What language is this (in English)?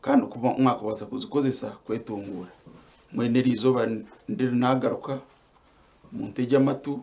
Nyankole